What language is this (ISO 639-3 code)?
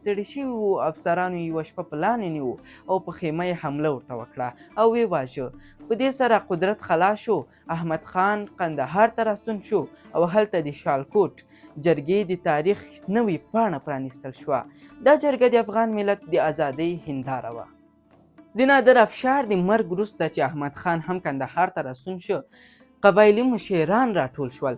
pus